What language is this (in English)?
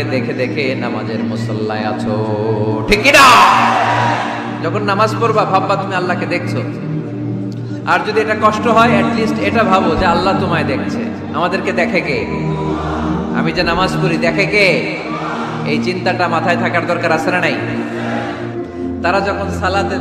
Bangla